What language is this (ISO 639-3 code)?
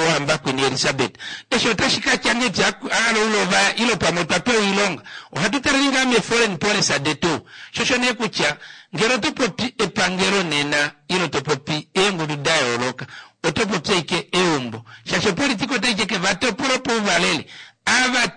kua